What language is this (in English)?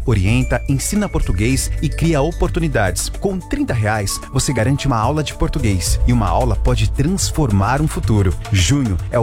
Portuguese